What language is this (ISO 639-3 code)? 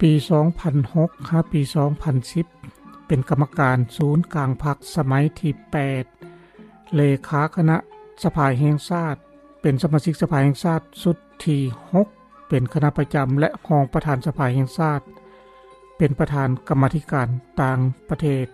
lao